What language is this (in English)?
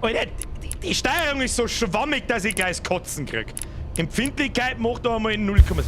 Bavarian